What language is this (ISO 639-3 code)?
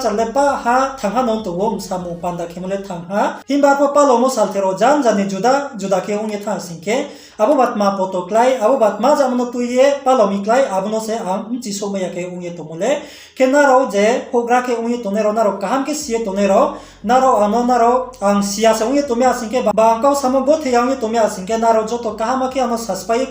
ria